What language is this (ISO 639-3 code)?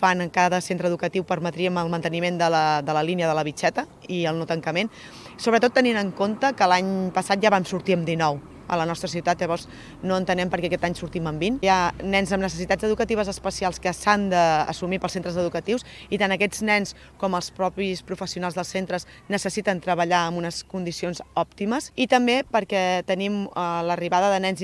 cat